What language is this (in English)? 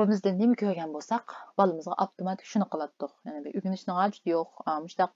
Uyghur